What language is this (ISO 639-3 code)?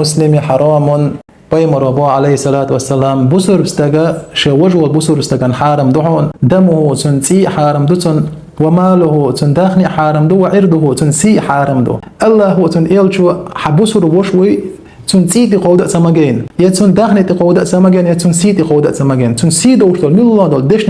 che